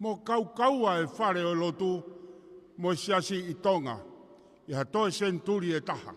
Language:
Tongan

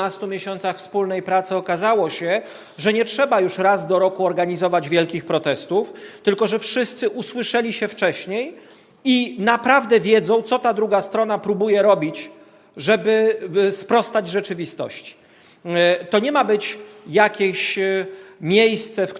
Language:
Polish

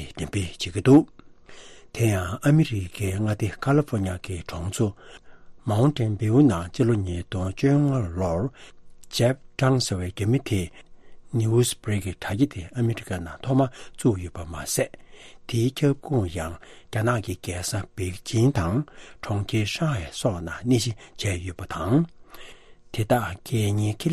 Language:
Tibetan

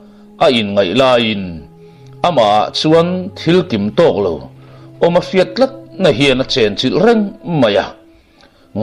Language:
Mizo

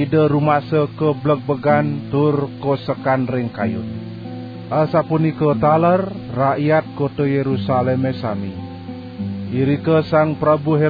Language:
Balinese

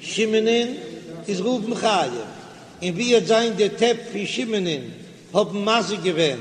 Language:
Yiddish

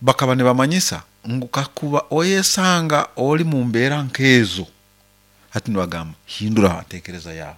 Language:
Nyoro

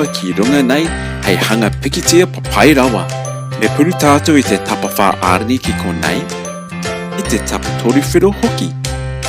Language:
Māori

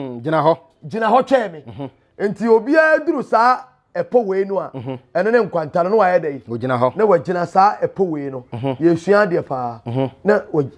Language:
Akan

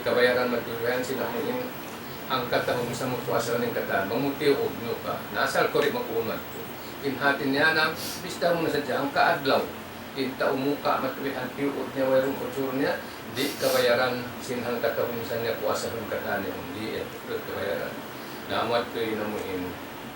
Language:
Tausug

